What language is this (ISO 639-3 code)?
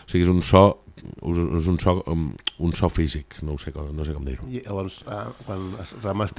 cat